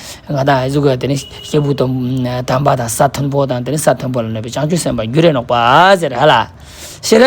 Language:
Ladakhi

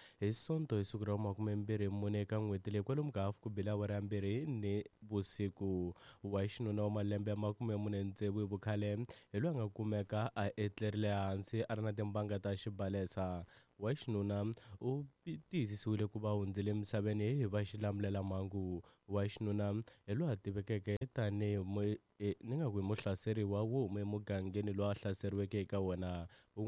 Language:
Tsonga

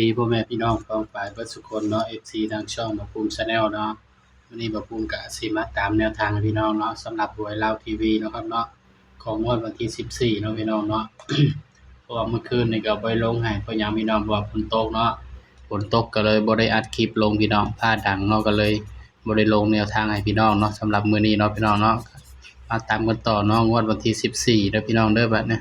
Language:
Northeastern Thai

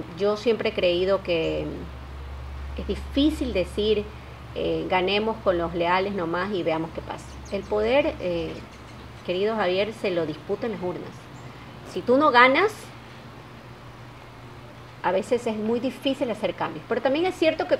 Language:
Spanish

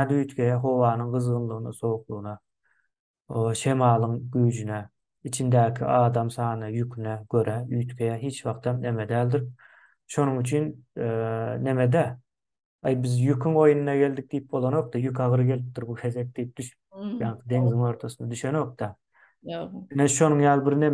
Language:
Turkmen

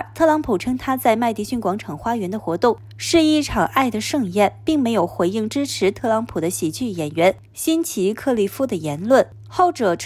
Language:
Chinese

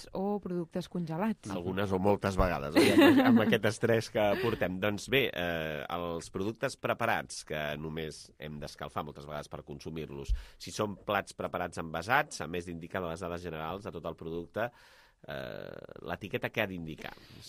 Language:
Catalan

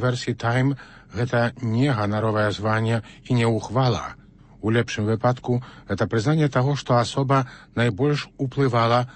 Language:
Belarusian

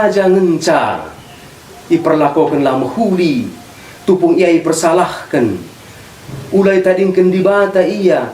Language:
Batak Karo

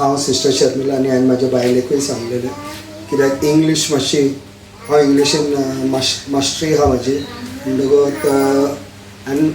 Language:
Konkani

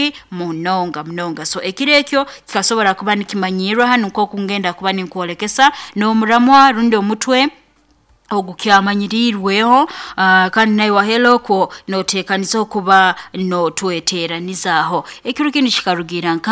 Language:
Nyoro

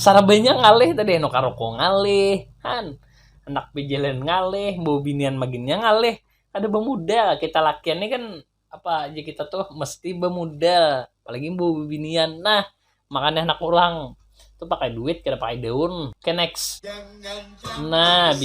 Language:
Banjar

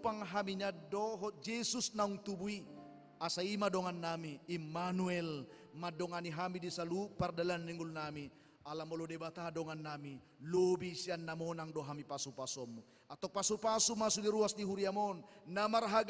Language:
Batak Toba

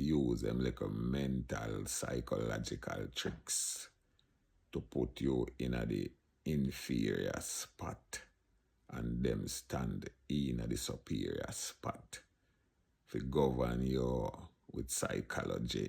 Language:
Jamaican Creole English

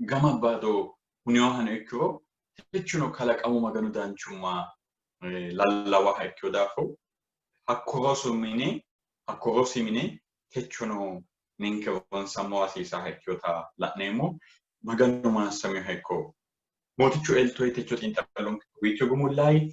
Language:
Sidamo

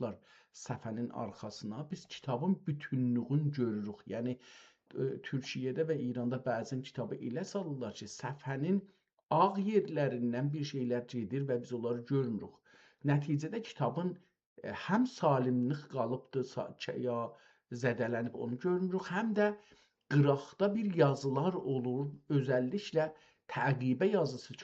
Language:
South Azerbaijani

